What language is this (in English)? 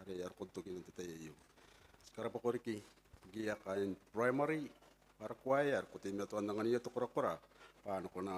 Gilbertese